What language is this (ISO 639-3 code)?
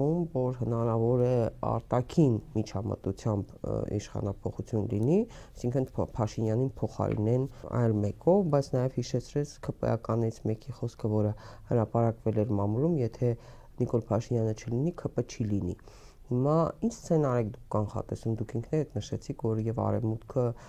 hye